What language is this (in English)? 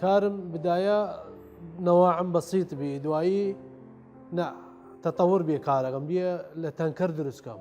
Southern Kurdish